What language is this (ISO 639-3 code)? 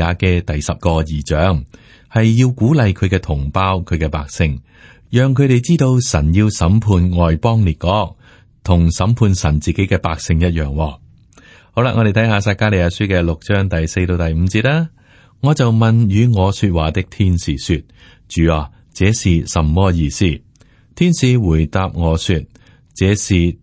yue